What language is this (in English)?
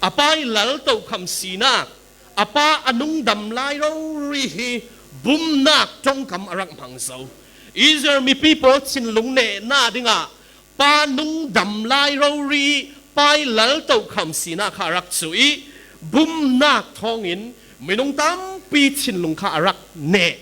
Falam Chin